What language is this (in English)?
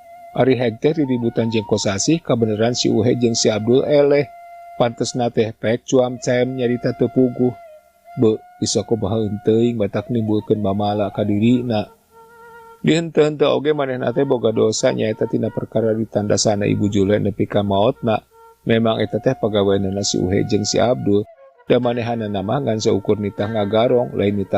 Sundanese